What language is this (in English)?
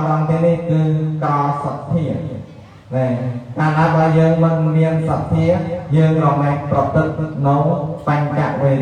Khmer